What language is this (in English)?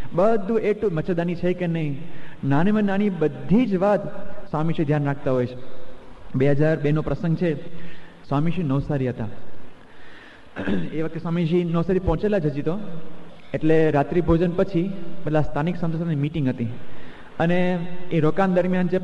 Gujarati